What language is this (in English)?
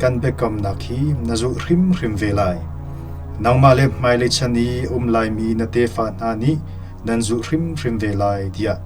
Hakha Chin